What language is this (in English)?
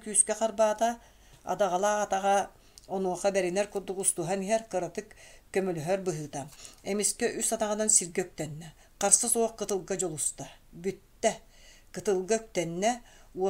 Yakut